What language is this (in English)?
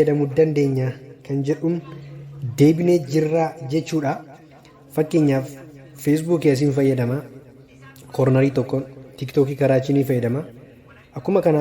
Oromo